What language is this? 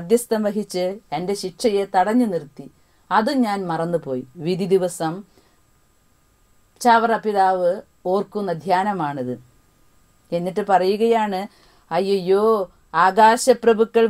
Malayalam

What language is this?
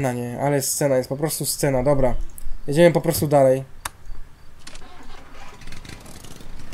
Polish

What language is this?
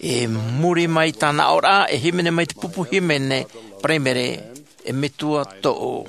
Tahitian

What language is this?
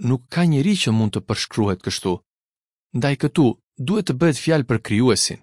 Albanian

